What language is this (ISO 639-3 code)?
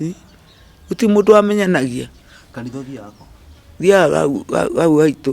kik